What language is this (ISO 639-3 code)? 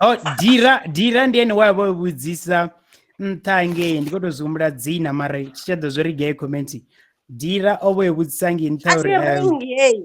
ven